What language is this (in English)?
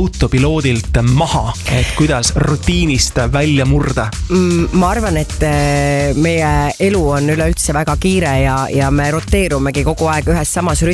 Estonian